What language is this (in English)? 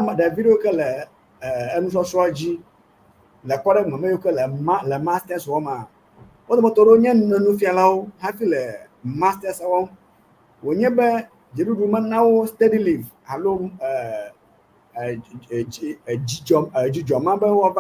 Ewe